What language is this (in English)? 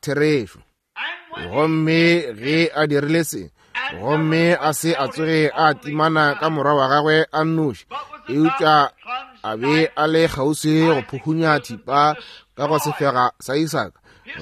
Northern Sotho